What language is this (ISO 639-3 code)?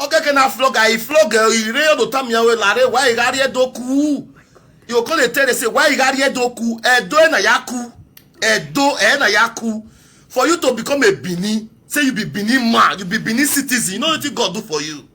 pcm